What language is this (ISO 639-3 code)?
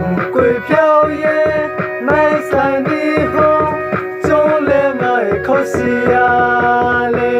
ria